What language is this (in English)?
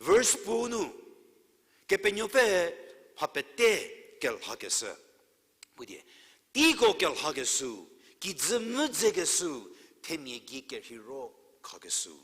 Angami Naga